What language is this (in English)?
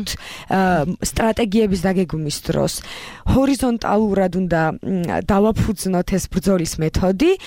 Georgian